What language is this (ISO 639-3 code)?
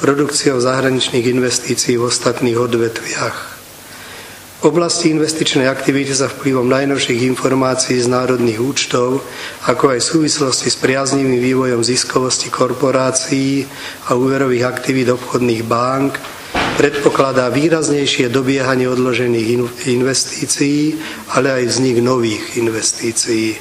slk